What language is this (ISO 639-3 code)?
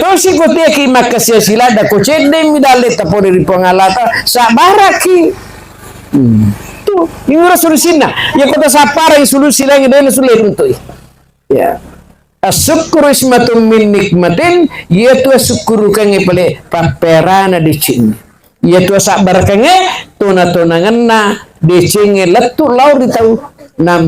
bug